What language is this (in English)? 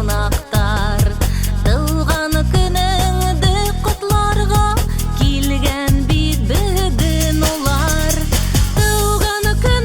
Bashkir